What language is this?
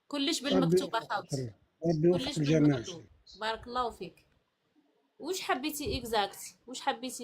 Algerian Arabic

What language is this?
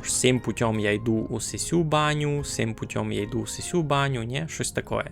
Rusyn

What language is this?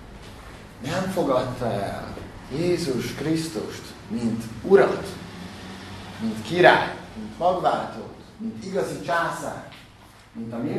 Hungarian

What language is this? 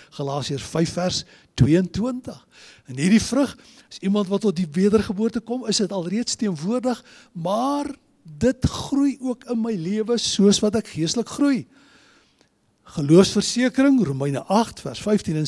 Afrikaans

